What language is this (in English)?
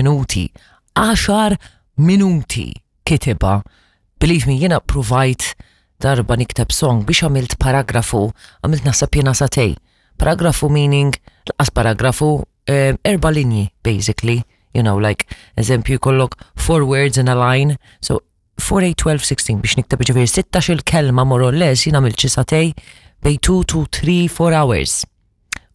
Maltese